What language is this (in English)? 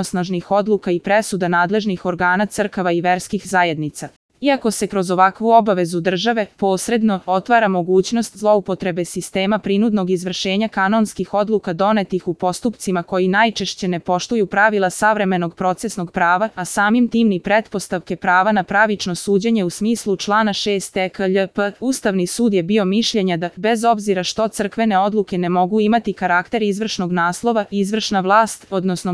Serbian